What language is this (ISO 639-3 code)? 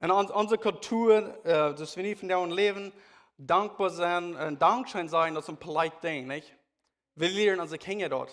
pdt